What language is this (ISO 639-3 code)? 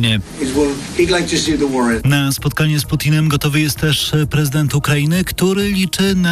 pol